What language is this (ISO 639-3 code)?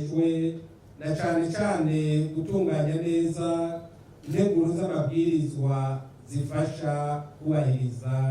run